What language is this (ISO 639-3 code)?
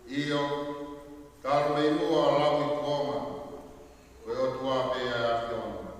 ton